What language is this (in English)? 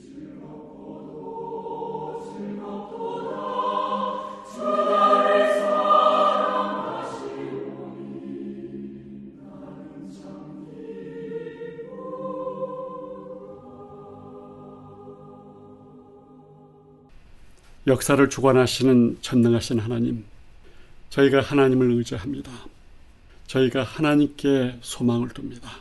Korean